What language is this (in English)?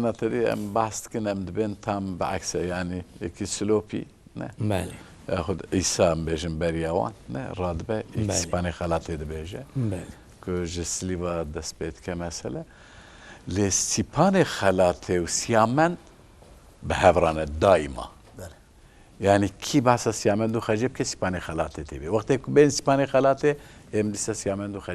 Kurdish